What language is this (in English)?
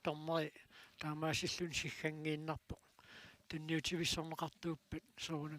Kalaallisut